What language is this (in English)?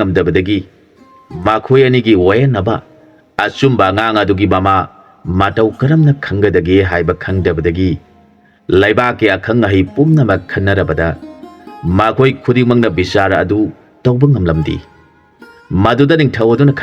Manipuri